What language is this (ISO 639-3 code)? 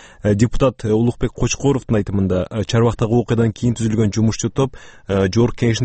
kir